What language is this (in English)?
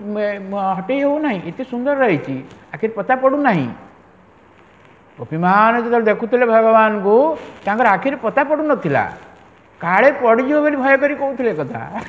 Odia